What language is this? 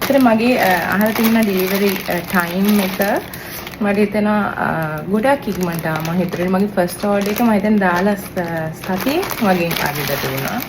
Sinhala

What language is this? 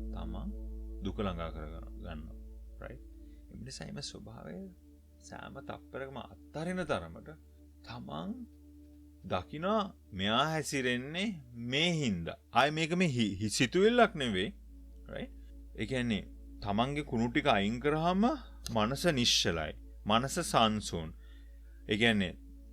Sinhala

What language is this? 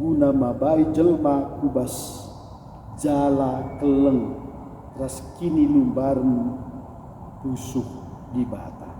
Batak Karo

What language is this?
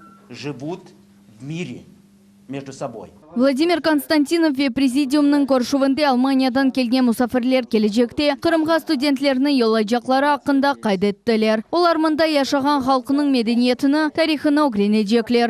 Crimean Tatar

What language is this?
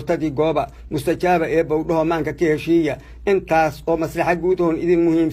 Somali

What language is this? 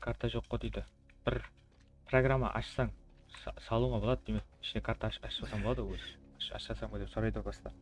Kara-Kalpak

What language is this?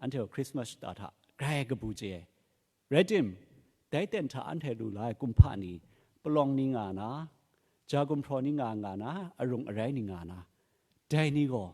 Kachin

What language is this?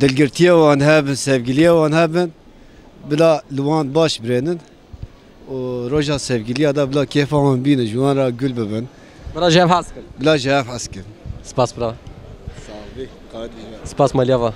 Kurdish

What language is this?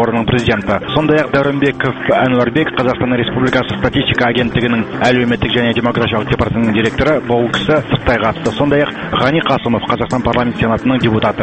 Kazakh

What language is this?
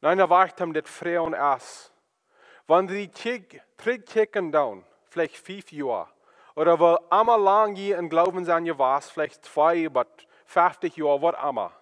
Plautdietsch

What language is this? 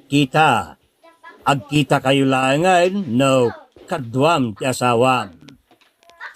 Iloko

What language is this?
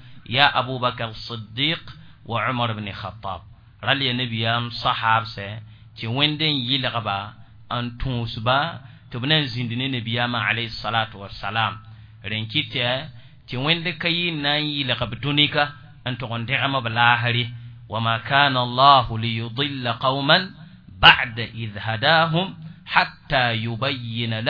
Mossi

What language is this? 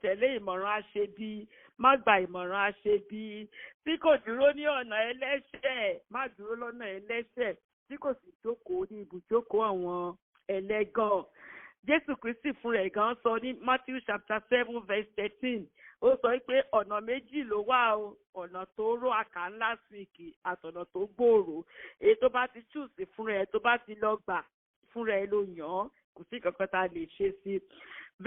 Yoruba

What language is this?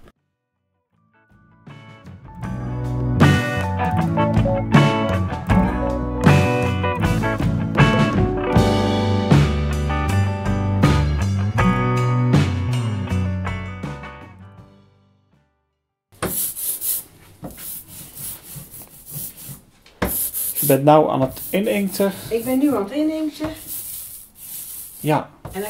Dutch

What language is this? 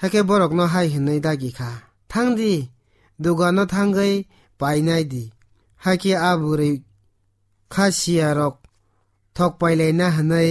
Kok Borok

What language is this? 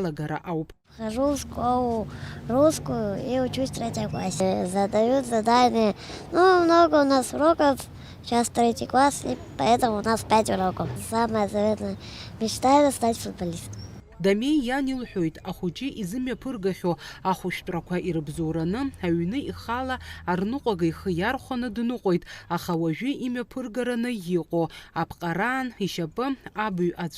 Abkhazian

